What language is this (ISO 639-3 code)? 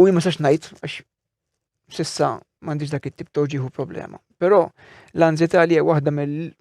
mlt